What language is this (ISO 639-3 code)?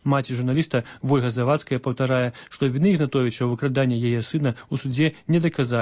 bel